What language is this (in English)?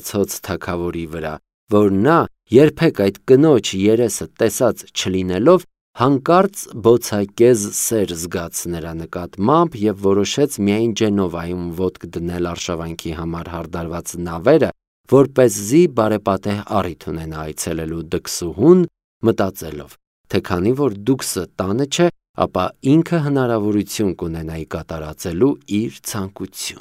Armenian